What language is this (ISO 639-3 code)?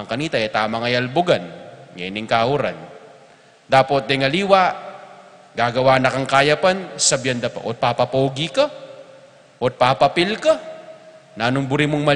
pam